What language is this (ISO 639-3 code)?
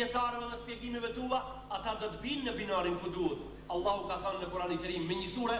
sqi